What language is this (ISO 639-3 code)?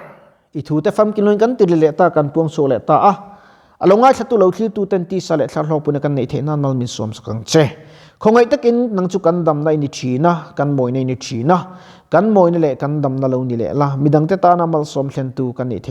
lus